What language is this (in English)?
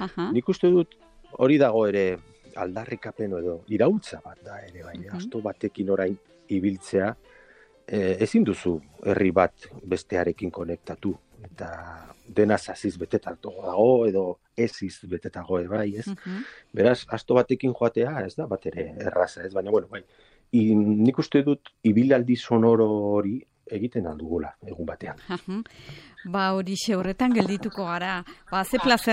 Basque